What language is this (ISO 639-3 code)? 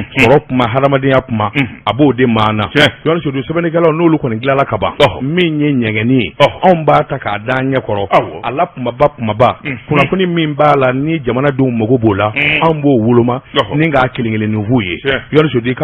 bam